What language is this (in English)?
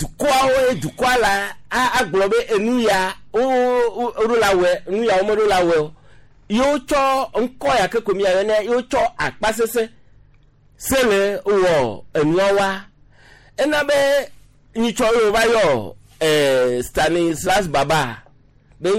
Gen